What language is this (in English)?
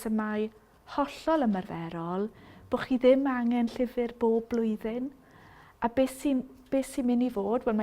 Welsh